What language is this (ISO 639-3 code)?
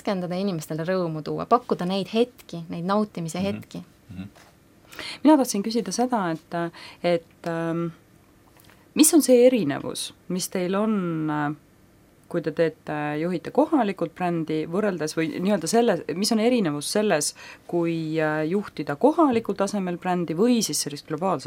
est